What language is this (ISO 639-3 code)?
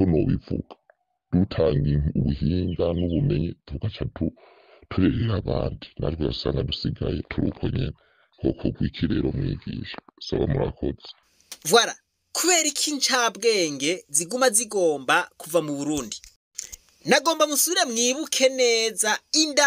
run